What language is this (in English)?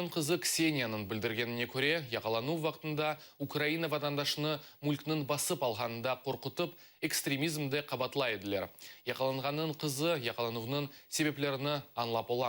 Crimean Tatar